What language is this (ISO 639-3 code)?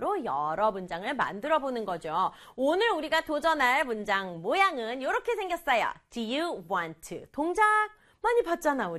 kor